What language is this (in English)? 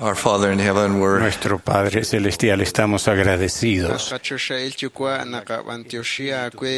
Kekchí